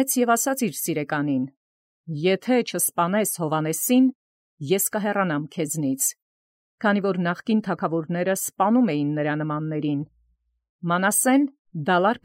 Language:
Armenian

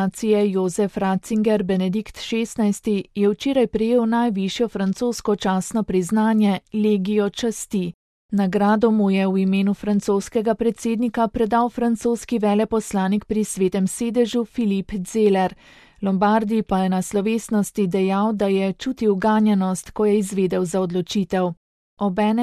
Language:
Slovenian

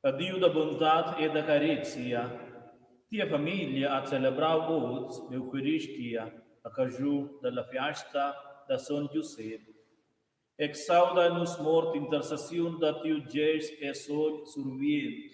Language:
Romansh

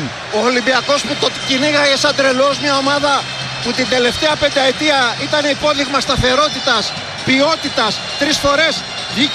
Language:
Greek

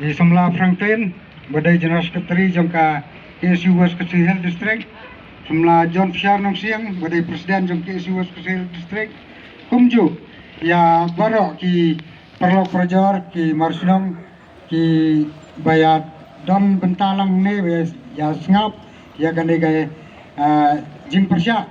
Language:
Khasi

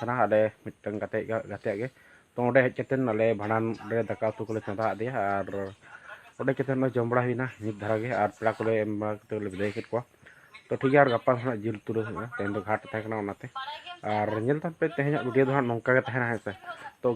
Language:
Santali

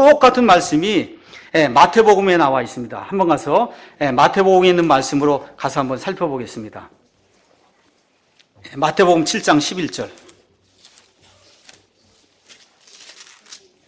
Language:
Korean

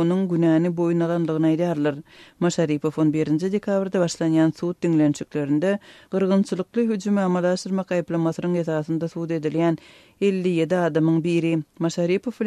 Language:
Turkmen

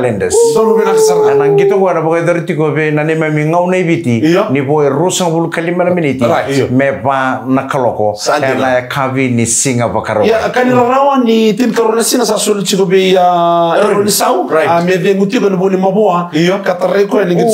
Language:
Fijian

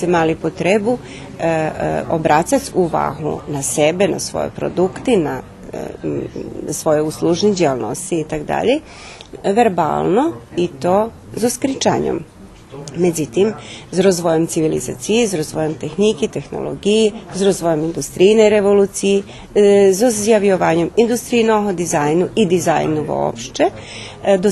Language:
Rusyn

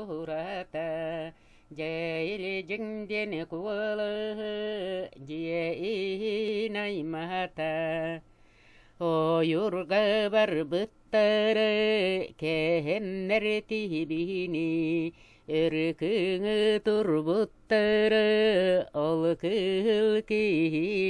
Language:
Yakut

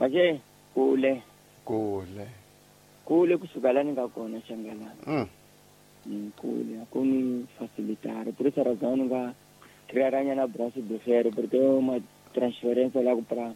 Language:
Tsonga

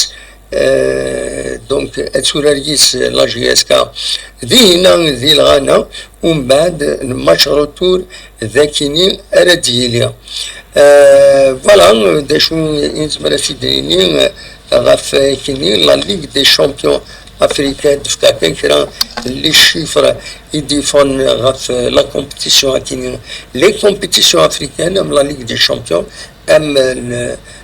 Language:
Kabyle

